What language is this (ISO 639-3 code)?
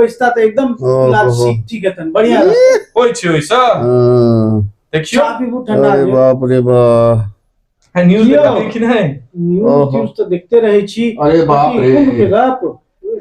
mai